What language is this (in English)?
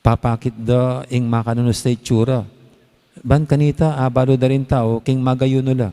Pampanga